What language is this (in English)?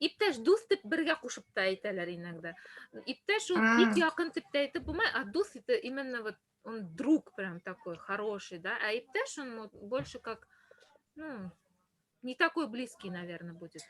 Bashkir